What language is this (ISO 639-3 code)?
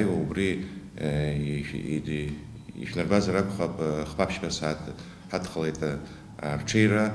abk